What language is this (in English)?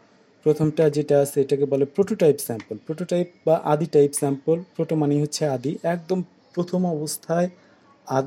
Bangla